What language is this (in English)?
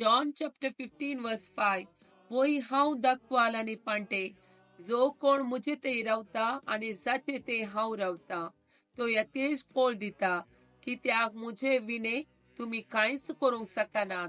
Konkani